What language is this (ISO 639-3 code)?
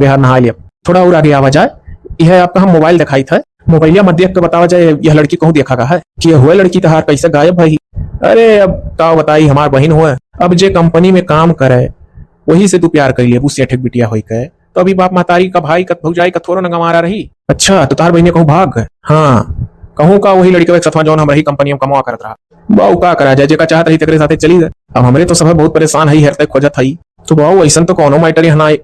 awa